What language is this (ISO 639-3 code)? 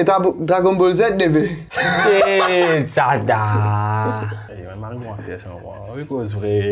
mfe